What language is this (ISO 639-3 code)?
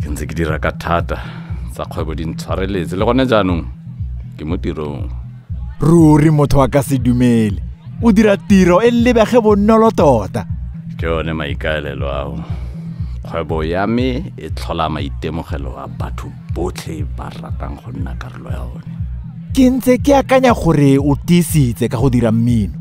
tsn